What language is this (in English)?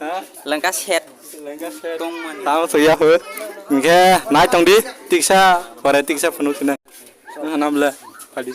Kok Borok